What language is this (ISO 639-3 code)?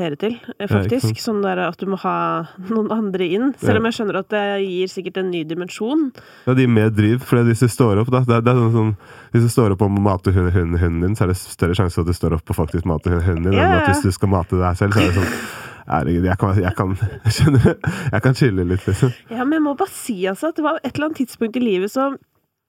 nor